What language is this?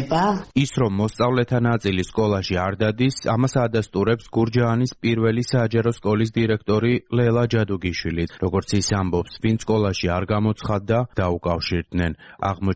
Georgian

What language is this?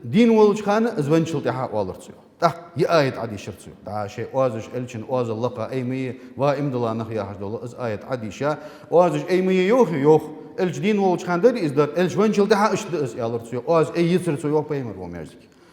Ingush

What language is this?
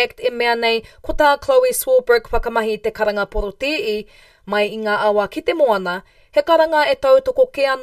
Māori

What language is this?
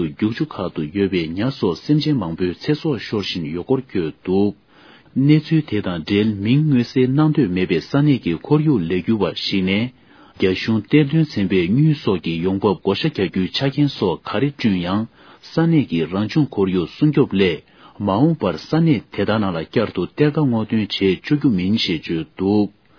Tibetan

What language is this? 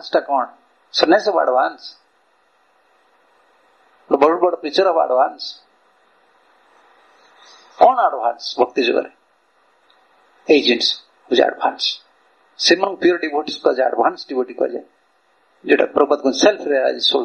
Odia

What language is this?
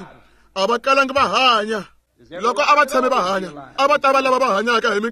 Tsonga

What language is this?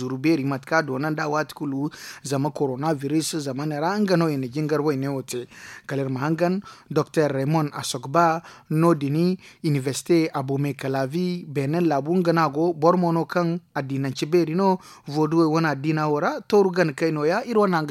Zarma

